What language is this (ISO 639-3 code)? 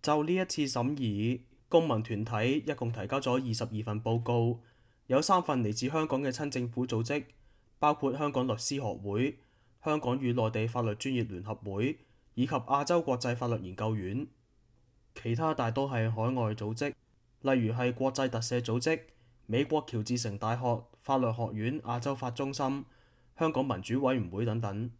yue